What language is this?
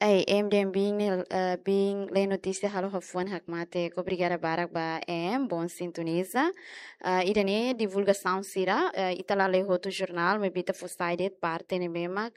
Tetum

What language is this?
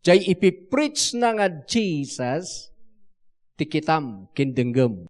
Iloko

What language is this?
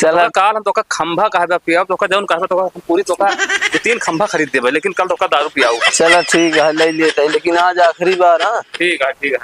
Awadhi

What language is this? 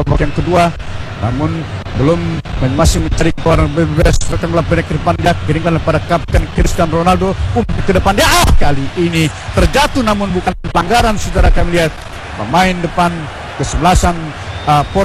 Indonesian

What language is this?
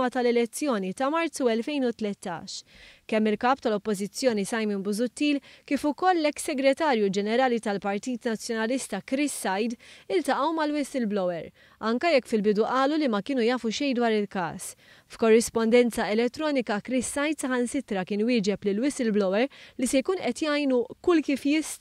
Maltese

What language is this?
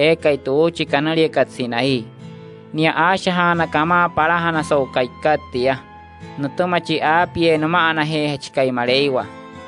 Wayuu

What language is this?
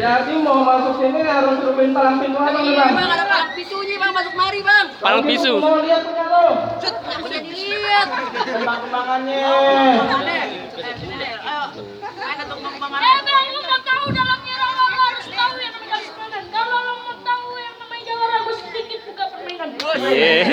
Betawi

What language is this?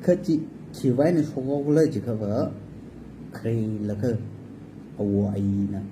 Tangkhul Naga (India)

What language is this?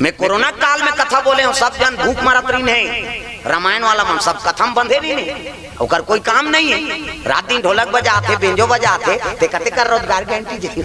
Chhattisgarhi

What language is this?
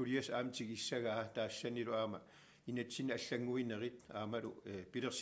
Kalaallisut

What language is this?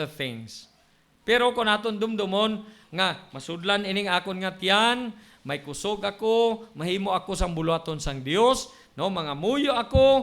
Hiligaynon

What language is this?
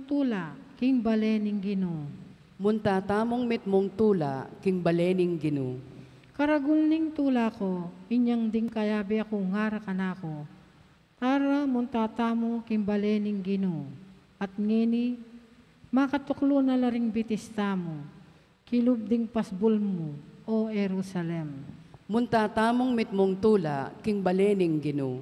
Pampanga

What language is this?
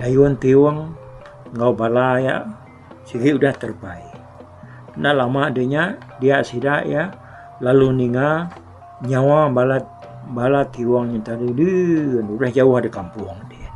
Iban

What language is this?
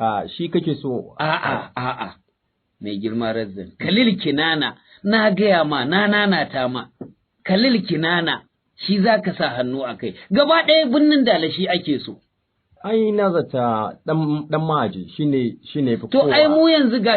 Hausa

